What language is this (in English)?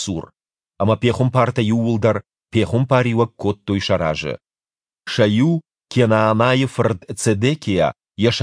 Ossetic